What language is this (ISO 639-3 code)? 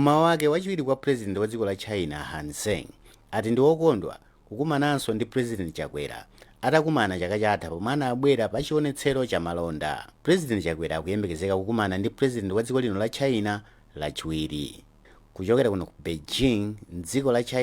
nya